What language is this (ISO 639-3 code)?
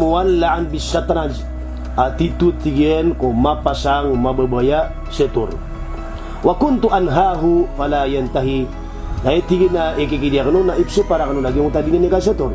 mrw